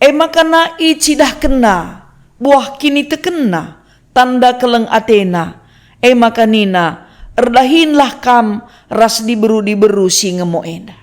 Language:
Batak Karo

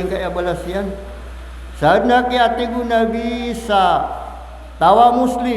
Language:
Maranao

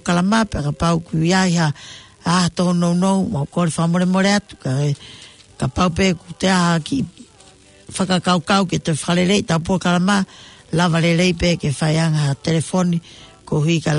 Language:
Tongan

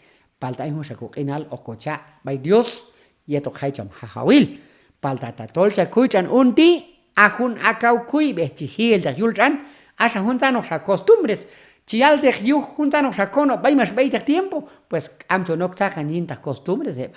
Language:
Q'anjob'al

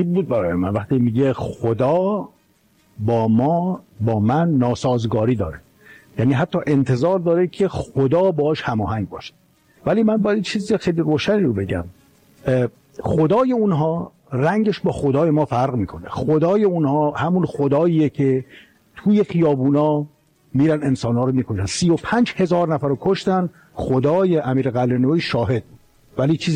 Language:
Persian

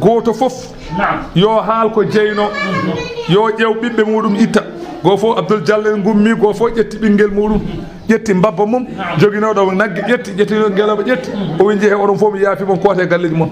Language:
Fula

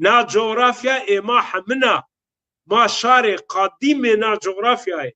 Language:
Zaza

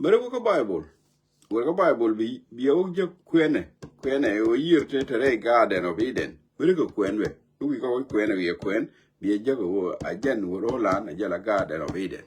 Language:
Nuer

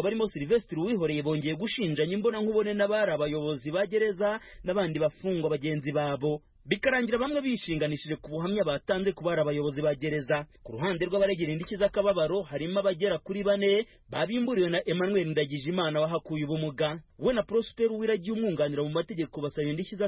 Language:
Kinyarwanda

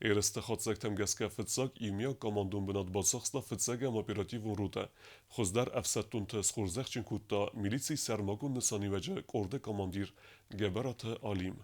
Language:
Ossetic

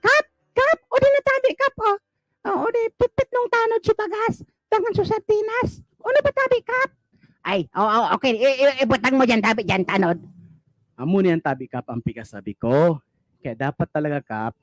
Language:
Bikol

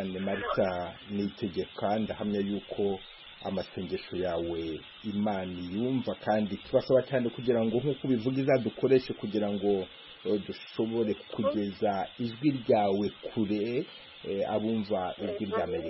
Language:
Kinyarwanda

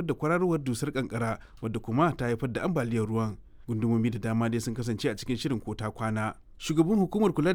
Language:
Hausa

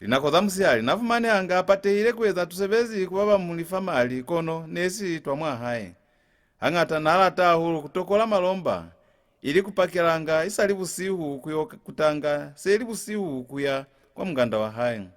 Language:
Lozi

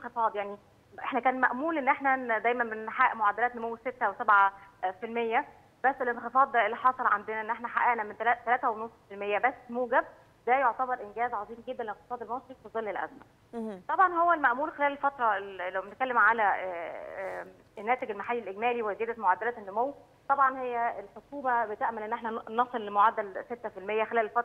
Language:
Egyptian Arabic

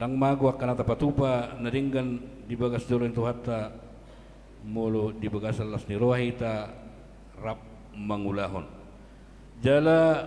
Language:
Batak Toba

